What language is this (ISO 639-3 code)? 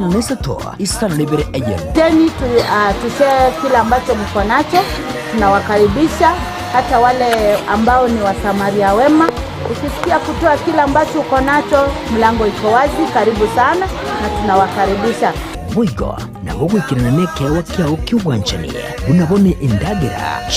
guz